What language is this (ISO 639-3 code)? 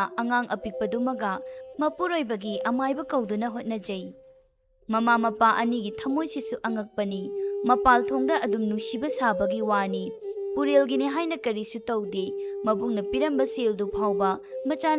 mni